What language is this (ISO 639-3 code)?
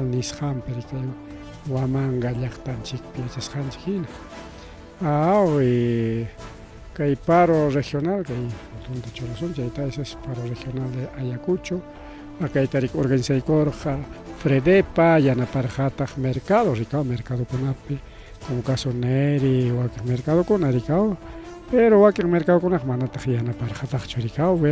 quy